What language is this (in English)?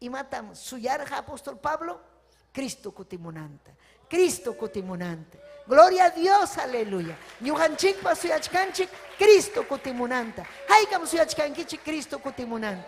Ayacucho Quechua